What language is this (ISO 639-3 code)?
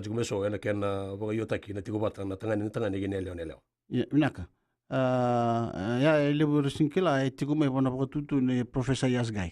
fij